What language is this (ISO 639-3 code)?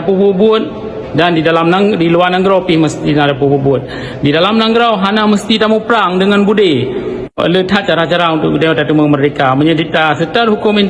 ace